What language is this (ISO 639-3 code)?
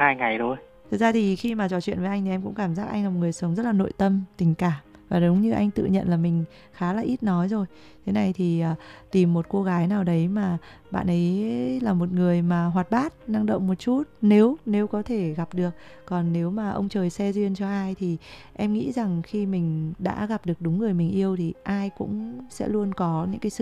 vie